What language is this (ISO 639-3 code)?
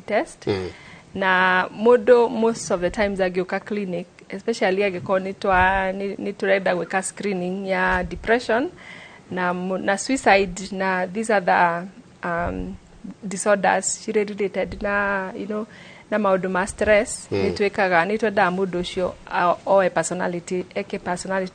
kik